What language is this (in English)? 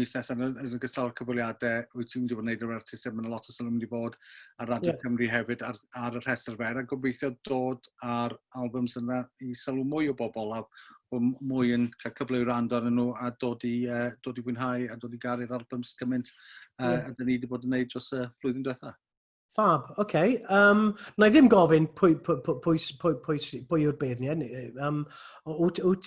Welsh